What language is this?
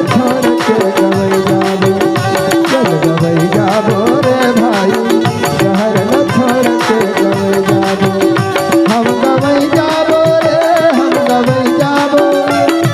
Chhattisgarhi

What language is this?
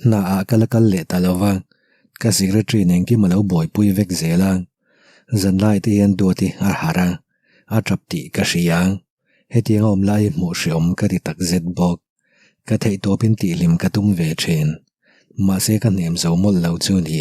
Mizo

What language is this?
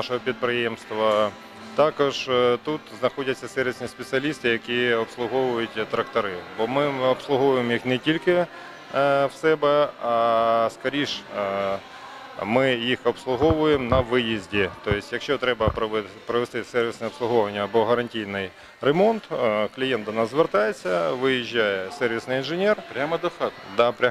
Ukrainian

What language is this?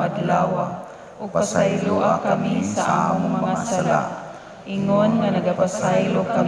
Cebuano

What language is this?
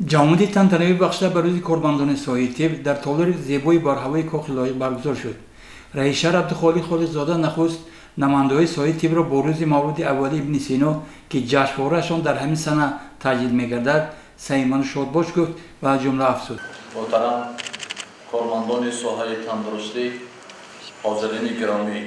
Tajik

